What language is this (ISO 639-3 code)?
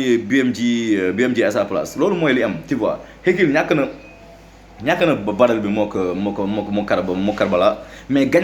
wol